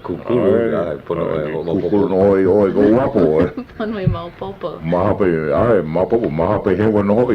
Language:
Hawaiian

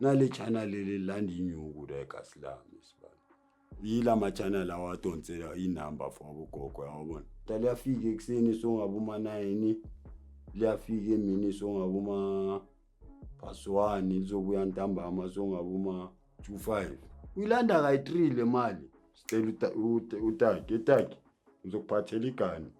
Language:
Zulu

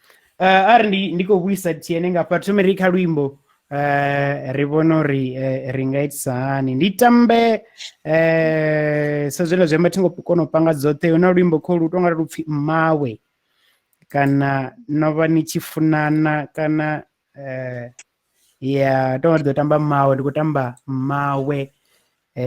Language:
Venda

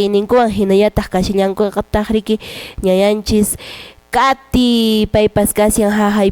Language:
Quechua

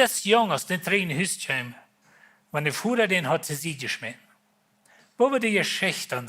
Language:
Plautdietsch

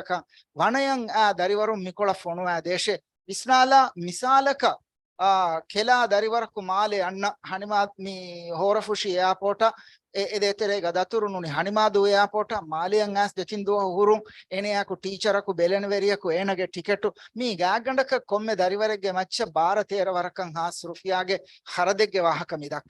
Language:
Divehi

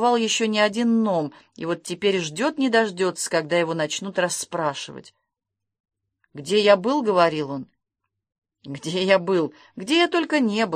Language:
Russian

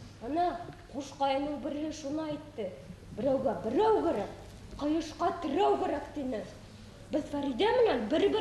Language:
Bashkir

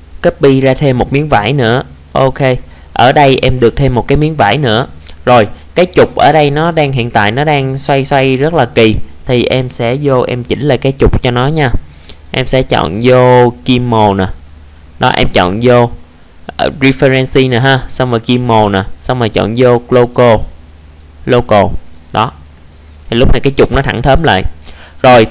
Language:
Vietnamese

